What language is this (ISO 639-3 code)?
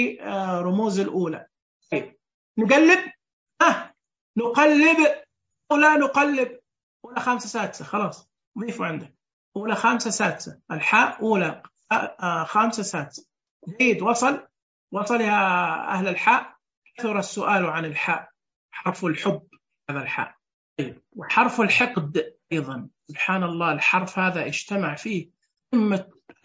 ars